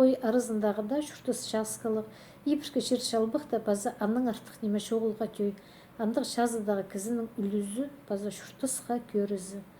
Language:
Khakas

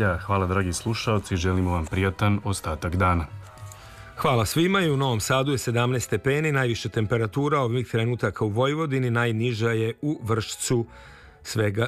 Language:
Serbian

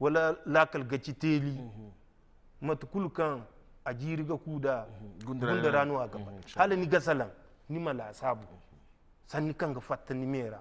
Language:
Zarma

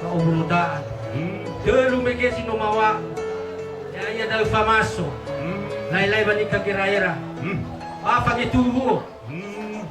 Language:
Nias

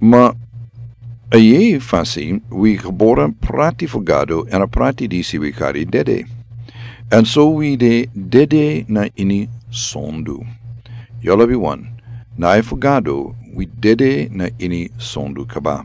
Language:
Sranan Tongo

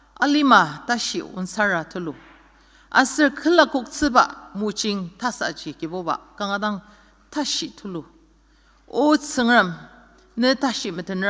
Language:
Ao Naga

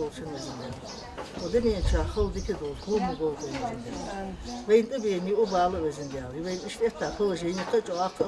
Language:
Ingush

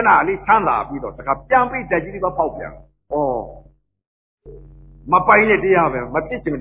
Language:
Burmese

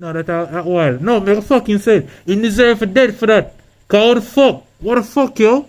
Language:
Jamaican Creole English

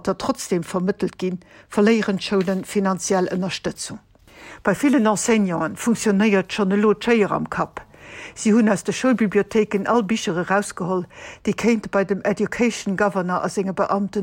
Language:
Luxembourgish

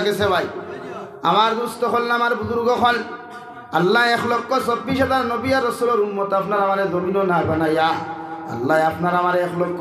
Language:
Sylheti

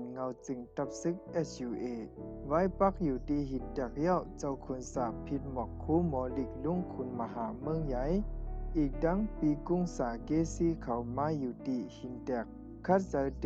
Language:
Shan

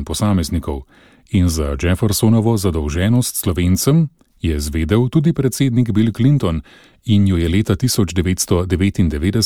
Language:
Slovenian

